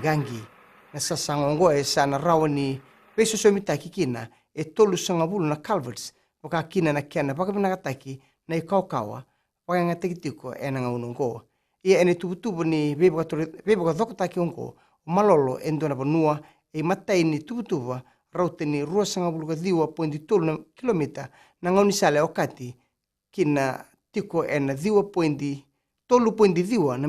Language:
Fijian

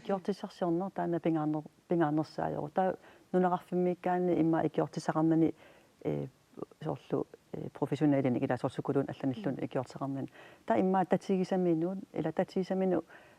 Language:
Kalaallisut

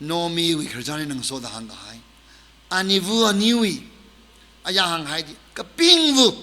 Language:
Tangkhul Naga (India)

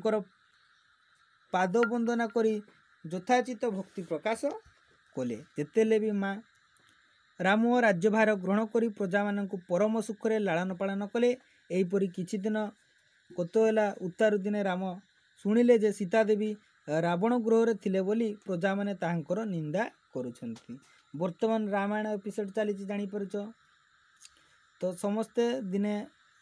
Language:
Odia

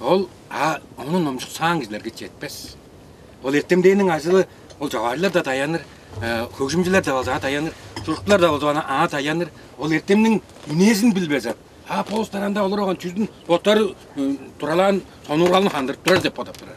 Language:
Tuvinian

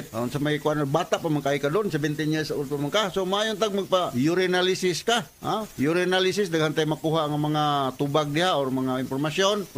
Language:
Cebuano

